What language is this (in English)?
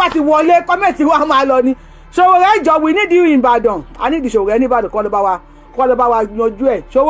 Yoruba